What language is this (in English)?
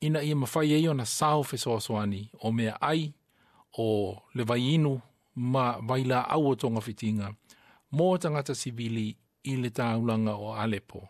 Samoan